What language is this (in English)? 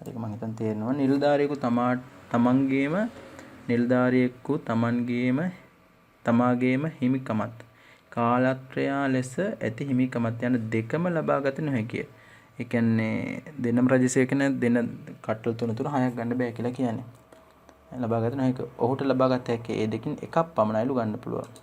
Sinhala